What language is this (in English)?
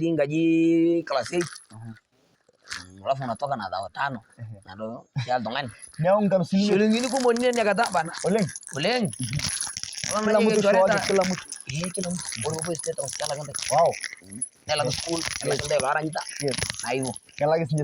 Masai